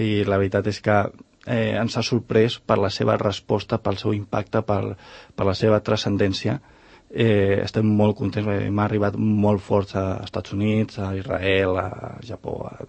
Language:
Catalan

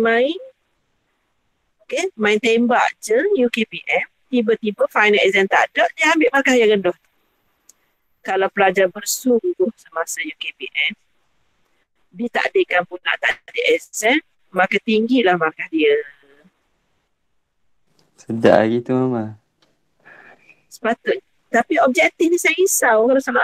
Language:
Malay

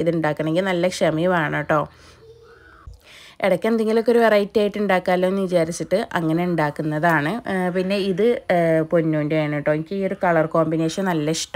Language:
Malayalam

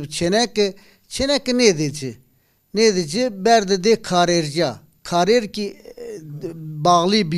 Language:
Zaza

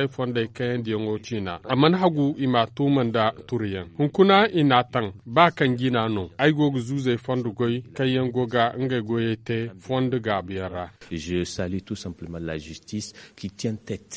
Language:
Zarma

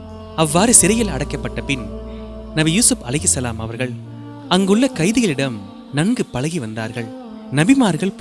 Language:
Tamil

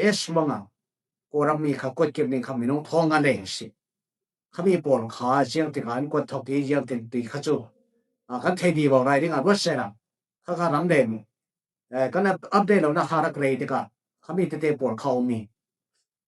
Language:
Falam Chin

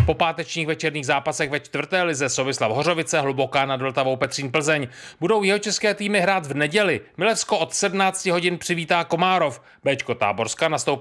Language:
Czech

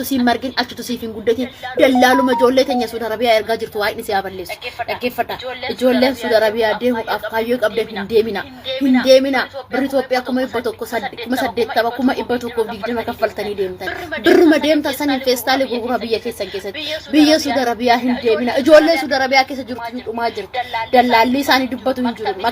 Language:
Oromo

